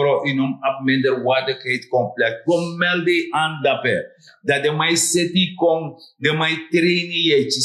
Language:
Sranan Tongo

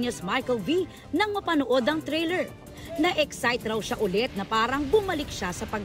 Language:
Filipino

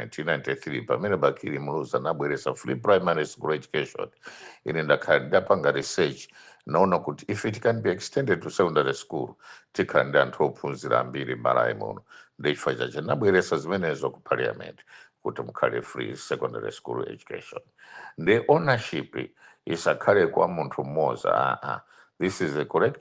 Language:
Nyanja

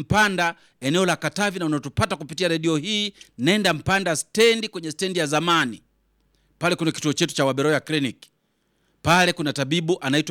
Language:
Swahili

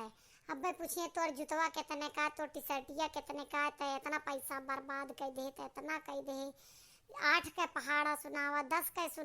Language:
Awadhi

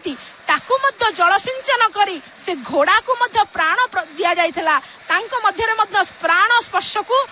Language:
Odia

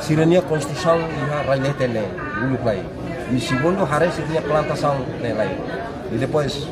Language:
Tetum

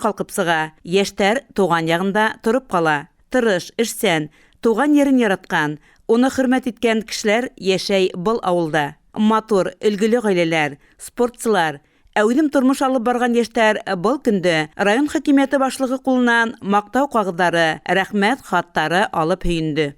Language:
Bashkir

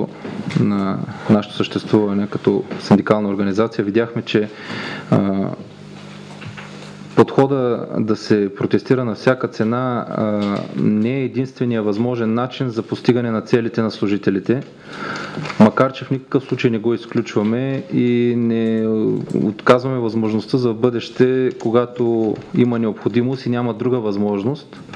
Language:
Bulgarian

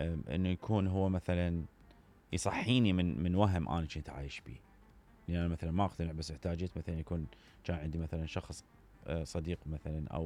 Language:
Mesopotamian Arabic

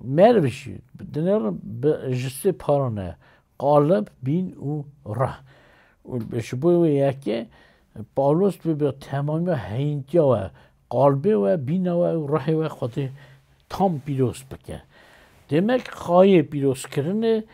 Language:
Kurdish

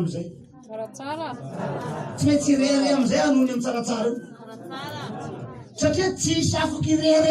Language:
Malagasy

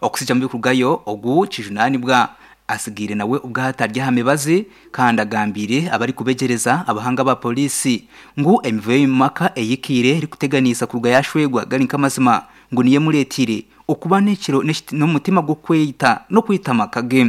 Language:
Nyankole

